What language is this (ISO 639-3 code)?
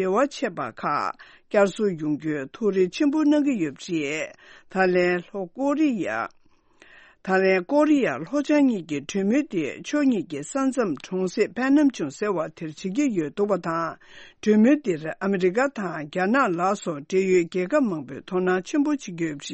bod